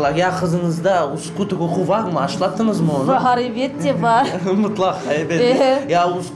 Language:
Crimean Tatar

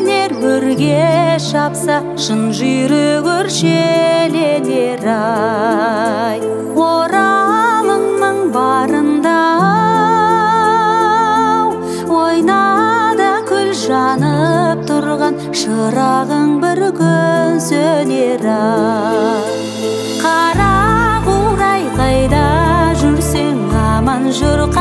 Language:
Kazakh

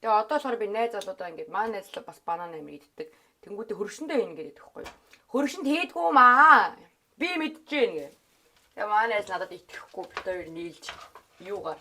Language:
Mongolian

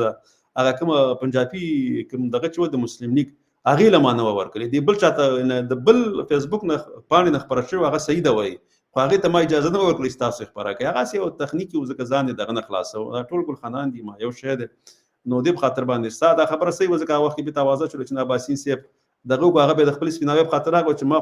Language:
Pashto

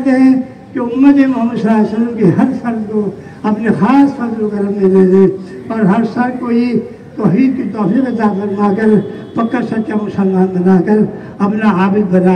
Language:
Urdu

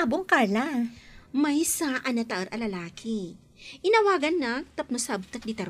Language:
Iloko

